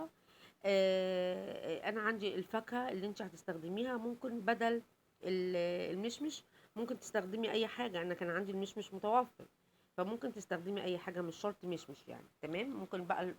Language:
Egyptian Arabic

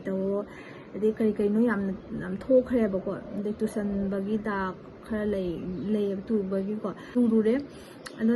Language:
Manipuri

